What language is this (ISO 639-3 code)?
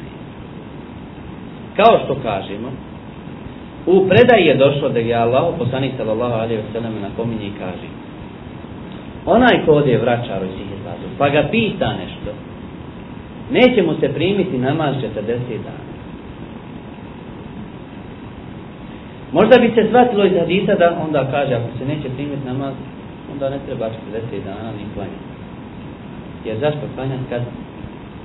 bos